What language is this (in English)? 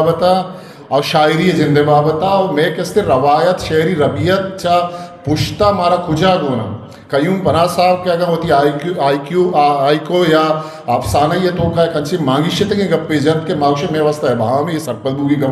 Eastern Balochi